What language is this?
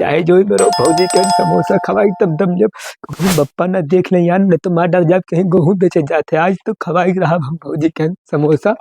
Awadhi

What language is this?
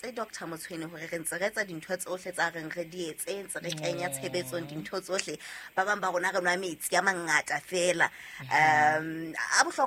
Southern Sotho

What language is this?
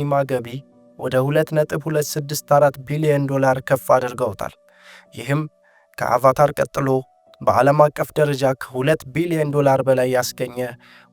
Amharic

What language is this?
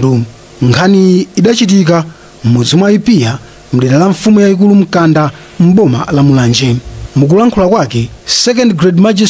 Nyanja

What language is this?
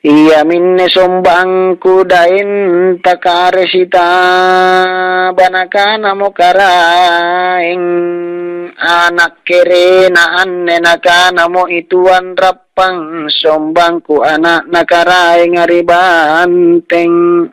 Makasar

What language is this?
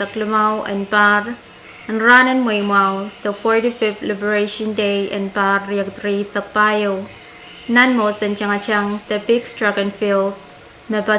Pohnpeian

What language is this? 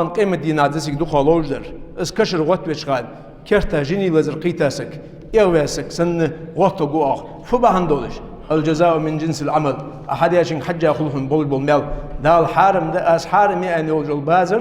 Ingush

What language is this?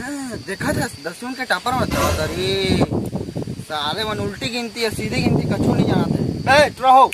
Chhattisgarhi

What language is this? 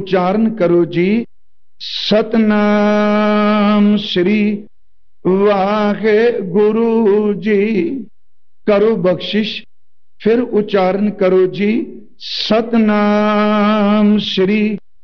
Punjabi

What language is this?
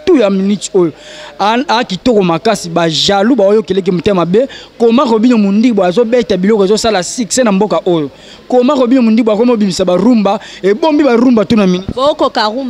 Lingala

